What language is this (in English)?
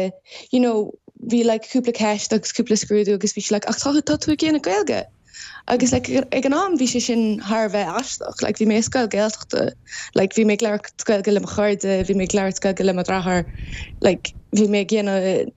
Irish